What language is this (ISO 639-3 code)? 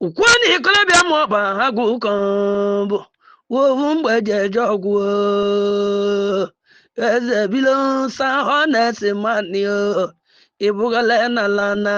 ibo